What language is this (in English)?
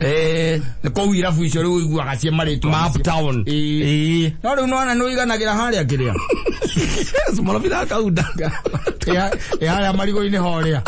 Kikuyu